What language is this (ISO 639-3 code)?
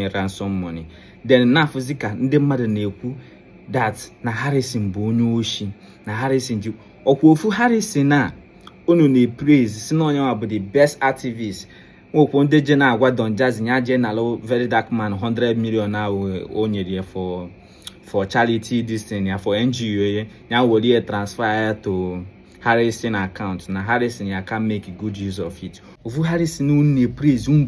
ibo